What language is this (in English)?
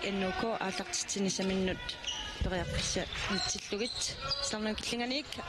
Kalaallisut